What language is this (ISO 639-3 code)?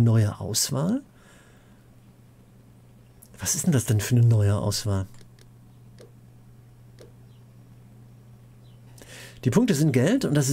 deu